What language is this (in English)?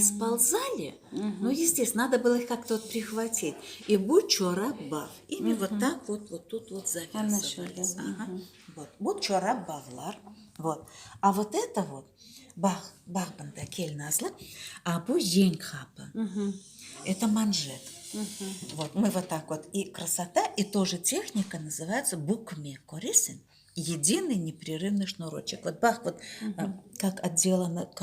Crimean Tatar